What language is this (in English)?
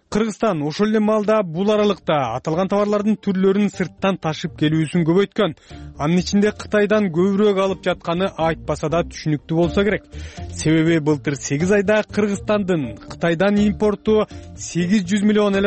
Kyrgyz